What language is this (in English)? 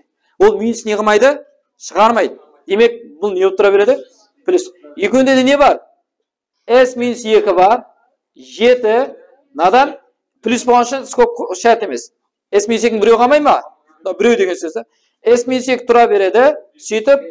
Kara-Kalpak